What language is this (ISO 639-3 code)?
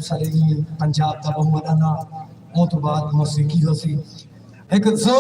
skr